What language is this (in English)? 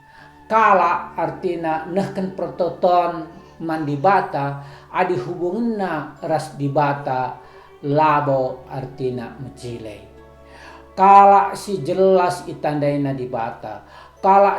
Batak Karo